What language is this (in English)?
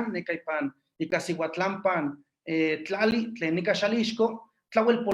Eastern Huasteca Nahuatl